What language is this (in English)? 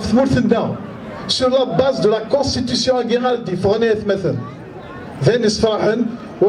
Kabyle